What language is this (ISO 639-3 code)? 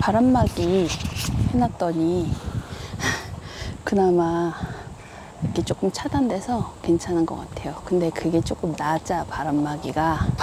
kor